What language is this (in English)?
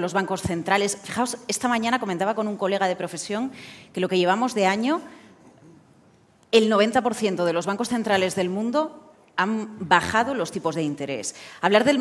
Spanish